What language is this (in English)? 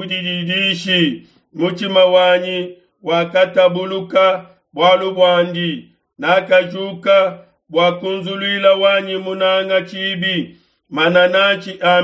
Luba-Lulua